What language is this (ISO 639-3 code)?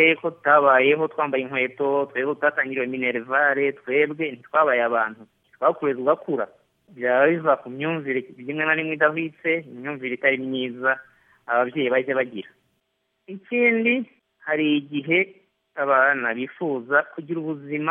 kin